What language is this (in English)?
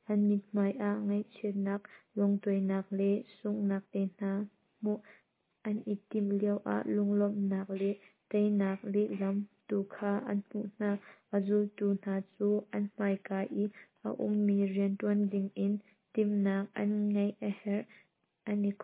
Hakha Chin